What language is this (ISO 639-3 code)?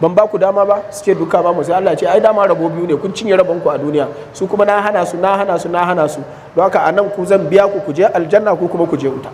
hau